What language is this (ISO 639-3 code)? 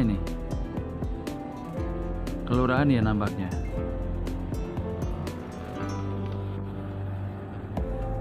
ind